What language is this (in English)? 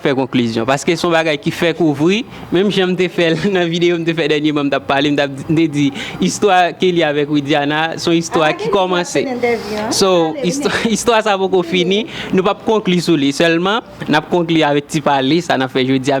Haitian Creole